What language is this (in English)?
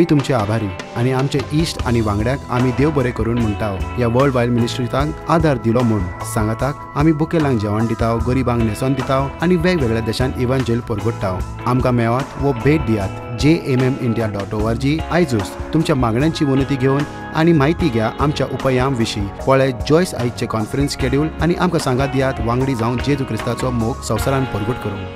Konkani